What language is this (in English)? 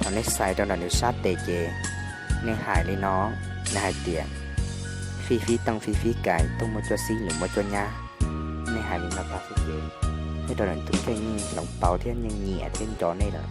Hmong